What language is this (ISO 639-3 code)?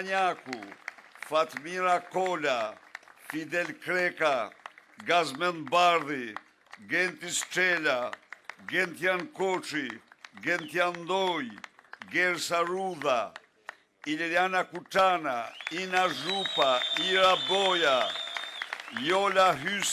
sqi